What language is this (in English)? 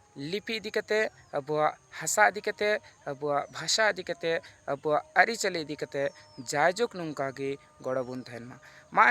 Santali